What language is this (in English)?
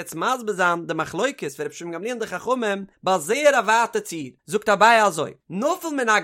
Yiddish